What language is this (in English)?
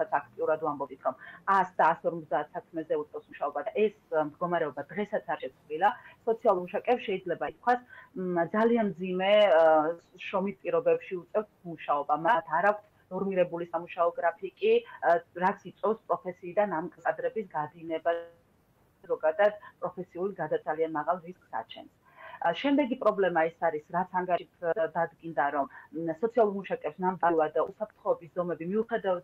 Georgian